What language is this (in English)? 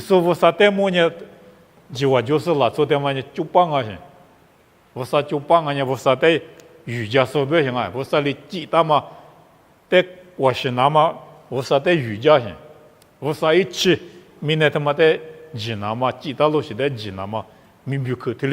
Lisu